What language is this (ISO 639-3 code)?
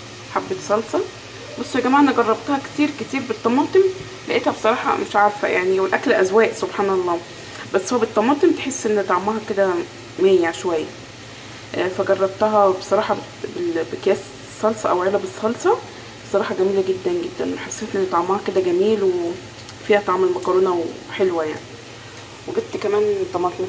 arz